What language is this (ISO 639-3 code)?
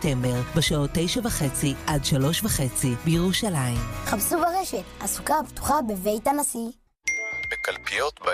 heb